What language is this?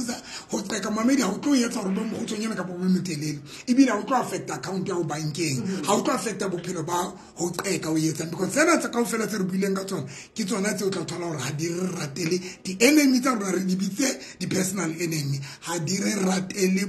Southern Sotho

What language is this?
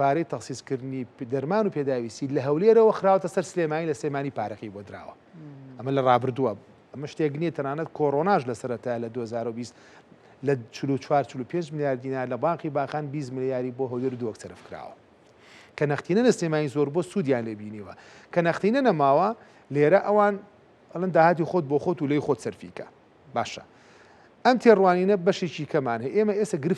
Central Kurdish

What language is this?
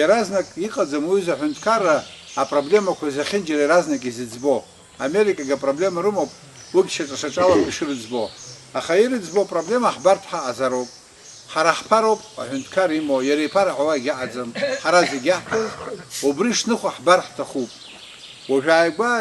Abkhazian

